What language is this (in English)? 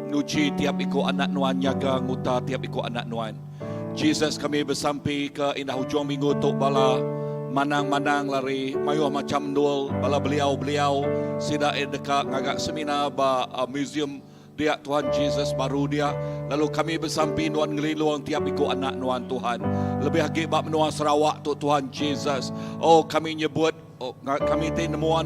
Iban